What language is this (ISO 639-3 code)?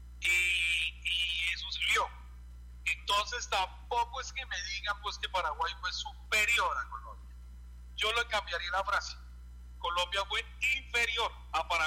spa